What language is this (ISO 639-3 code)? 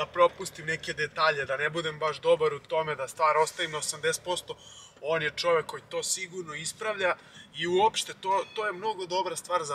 srp